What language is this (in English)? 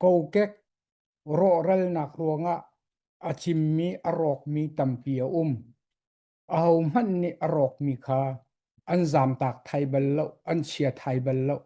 Hakha Chin